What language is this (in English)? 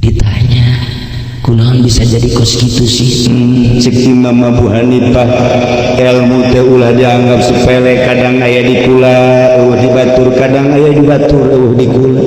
Sundanese